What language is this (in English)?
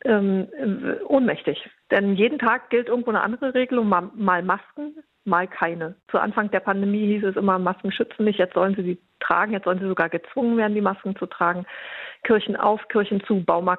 German